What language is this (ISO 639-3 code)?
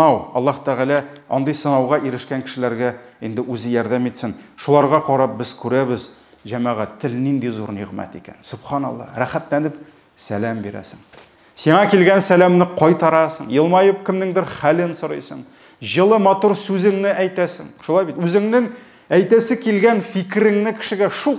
tat